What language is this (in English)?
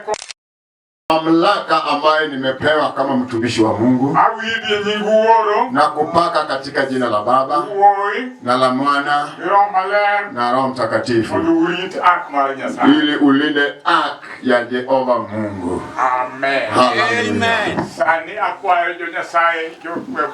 Luo (Kenya and Tanzania)